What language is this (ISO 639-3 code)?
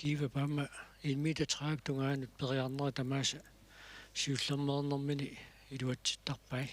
kal